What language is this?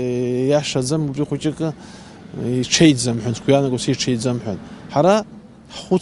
Abkhazian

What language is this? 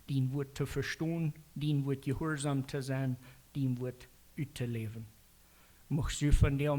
Plautdietsch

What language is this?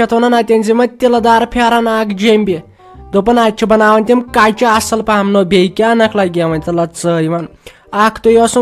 Kashmiri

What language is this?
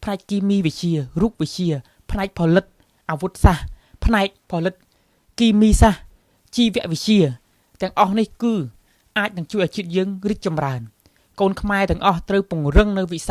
Khmer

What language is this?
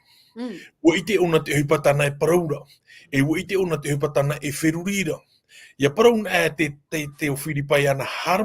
Tahitian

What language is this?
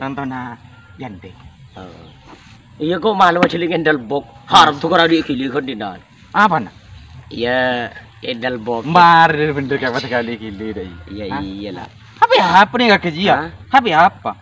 Madurese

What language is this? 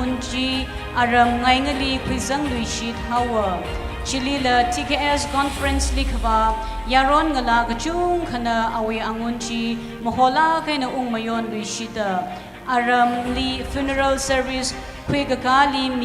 Tangkhul Naga (India)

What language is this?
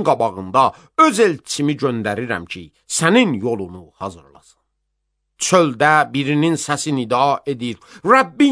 Azerbaijani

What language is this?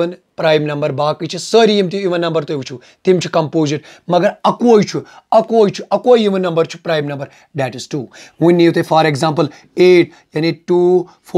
Kashmiri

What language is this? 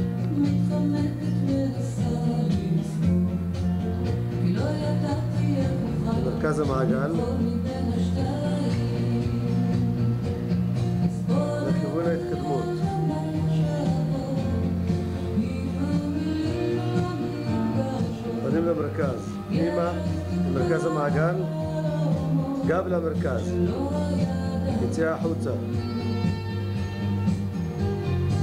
Hebrew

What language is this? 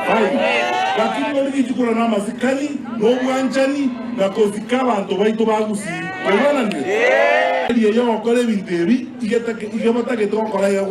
Gusii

